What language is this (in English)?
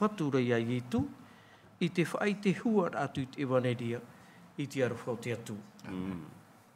Tahitian